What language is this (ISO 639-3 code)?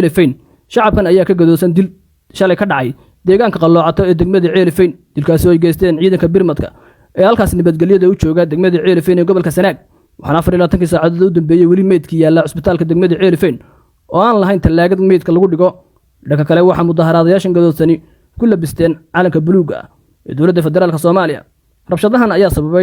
som